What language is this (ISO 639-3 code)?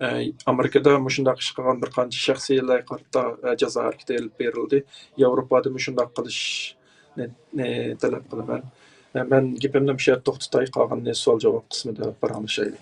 uig